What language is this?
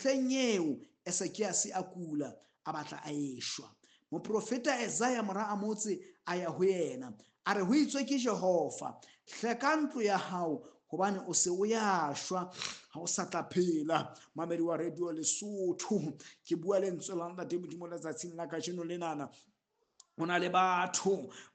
Southern Sotho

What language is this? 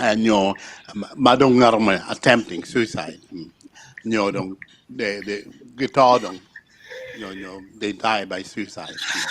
Acoli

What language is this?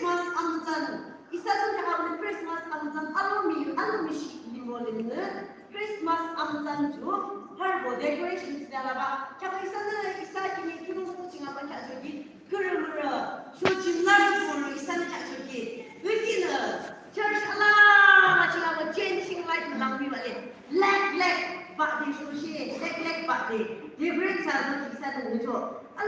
Yimchungru Naga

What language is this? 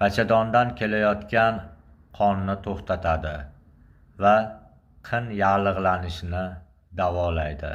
Uzbek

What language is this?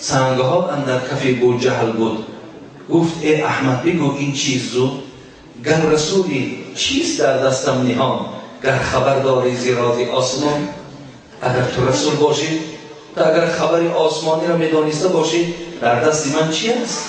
Tajik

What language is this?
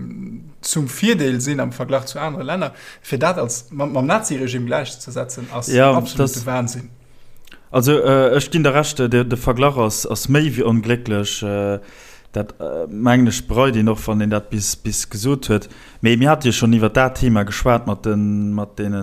Luxembourgish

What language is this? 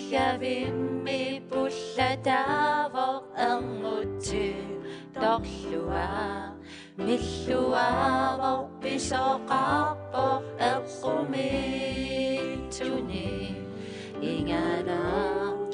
Kalaallisut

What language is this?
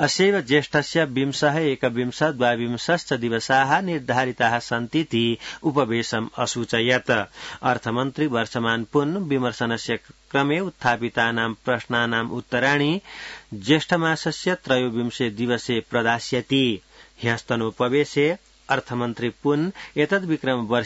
Sanskrit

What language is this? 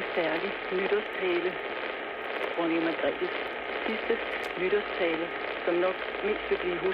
Danish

